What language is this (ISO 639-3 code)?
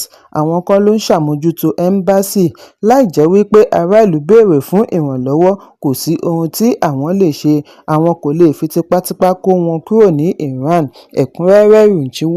yor